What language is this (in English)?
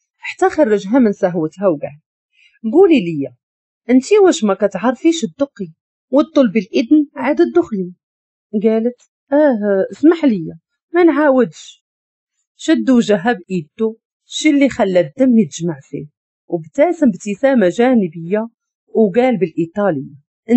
Moroccan Arabic